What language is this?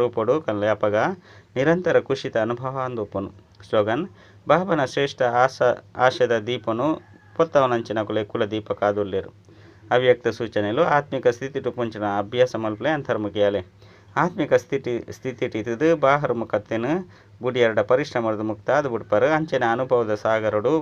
Tulu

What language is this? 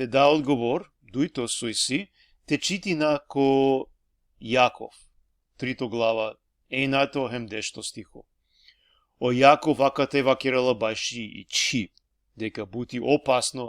Balkan Romani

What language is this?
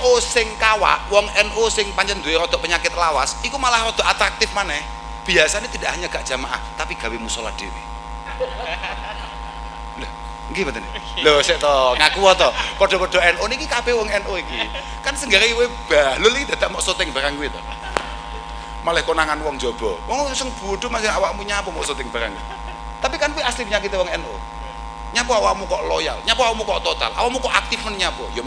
Javanese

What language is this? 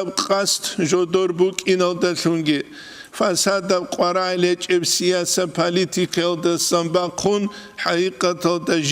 Avaric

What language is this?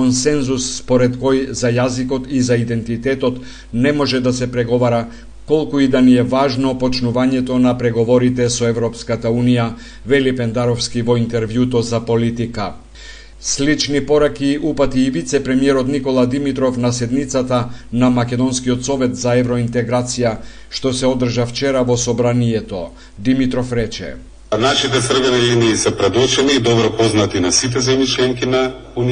Macedonian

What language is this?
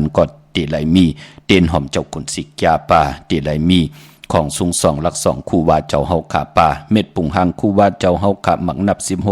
Shan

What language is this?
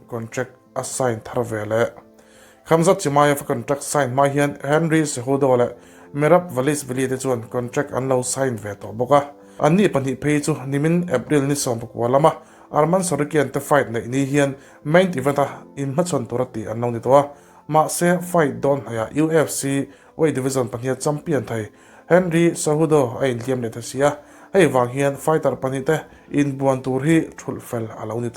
Mizo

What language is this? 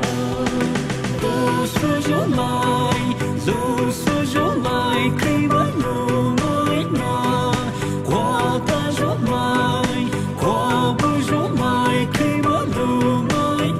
Poumei Naga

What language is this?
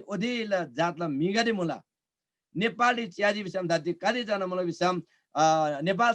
Eastern Tamang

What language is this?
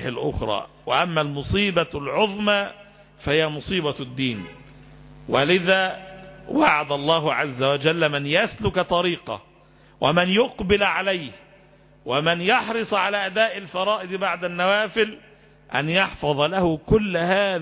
Arabic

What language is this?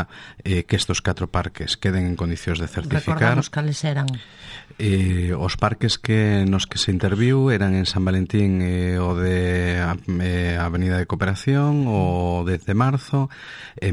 Galician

